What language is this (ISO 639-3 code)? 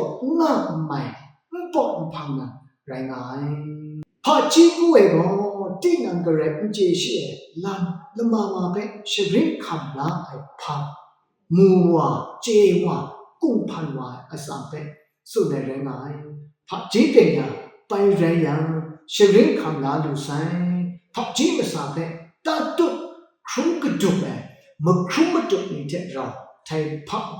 kac